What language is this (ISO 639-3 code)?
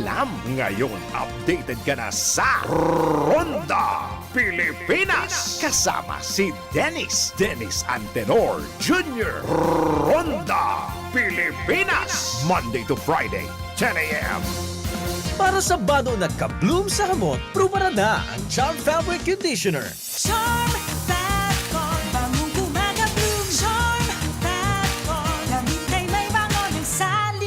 bik